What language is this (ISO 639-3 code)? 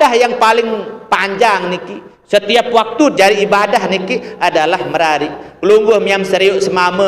sas